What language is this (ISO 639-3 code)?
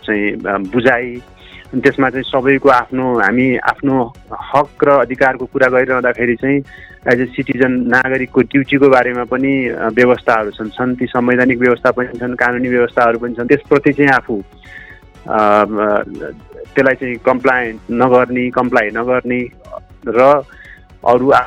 nep